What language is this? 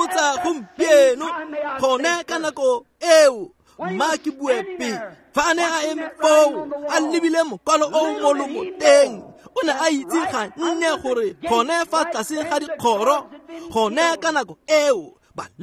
Tswana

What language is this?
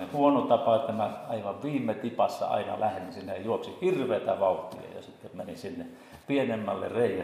Finnish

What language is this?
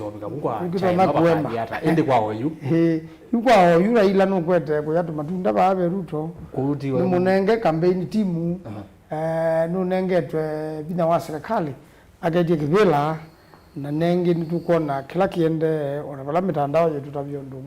Kamba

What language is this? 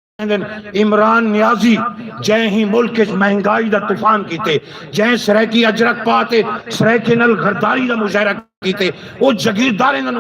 Saraiki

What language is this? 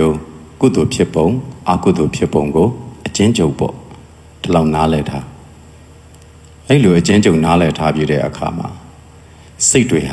Burmese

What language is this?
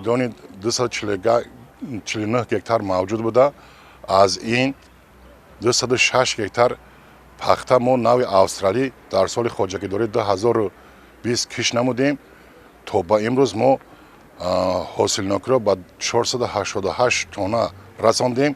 Tajik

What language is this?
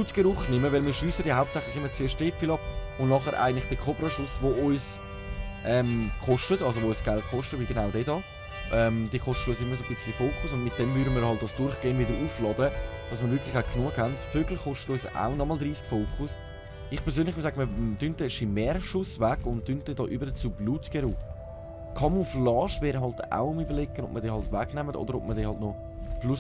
Swiss German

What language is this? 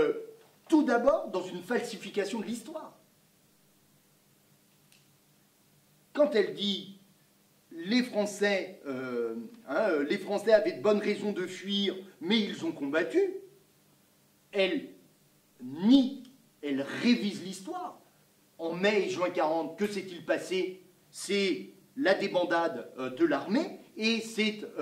French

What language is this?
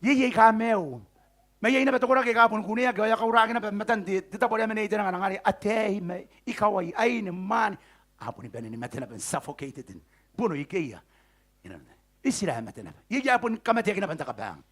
Gilbertese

